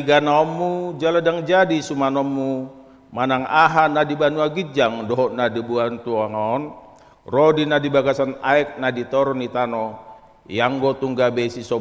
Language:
Batak Toba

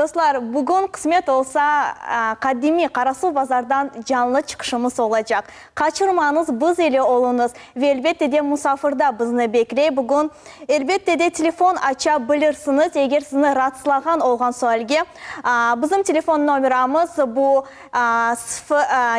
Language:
Crimean Tatar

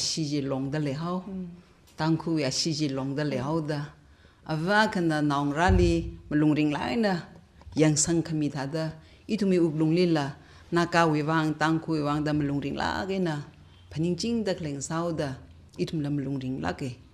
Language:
Tangkhul Naga (India)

